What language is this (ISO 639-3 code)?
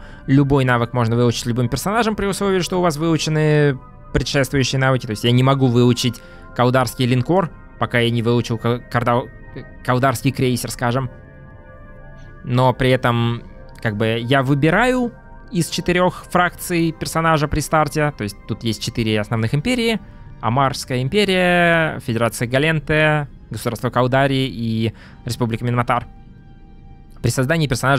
rus